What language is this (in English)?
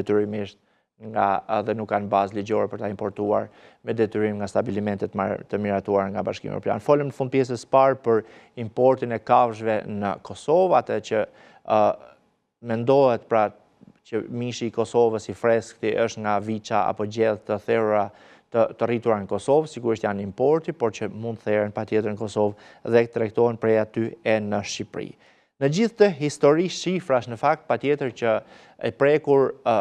Albanian